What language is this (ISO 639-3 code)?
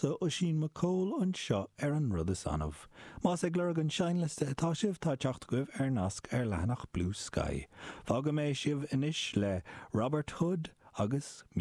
gle